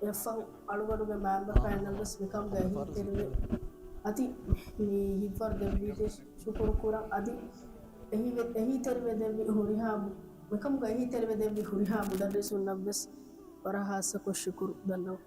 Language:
Divehi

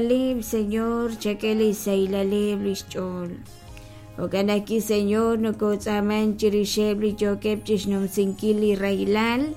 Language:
Kekchí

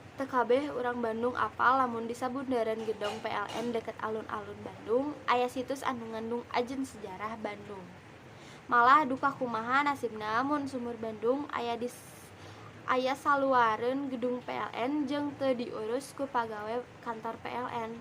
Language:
Sundanese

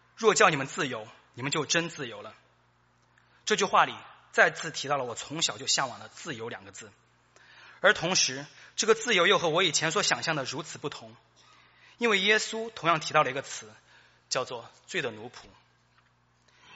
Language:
Chinese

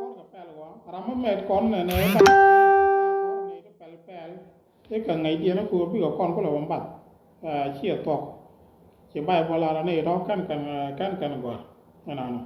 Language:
Nuer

